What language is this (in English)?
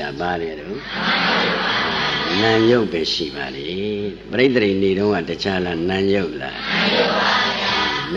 Burmese